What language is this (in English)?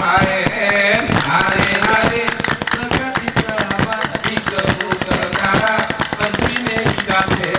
Gayo